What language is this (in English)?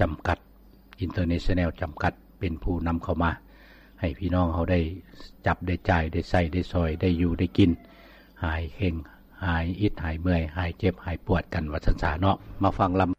Lao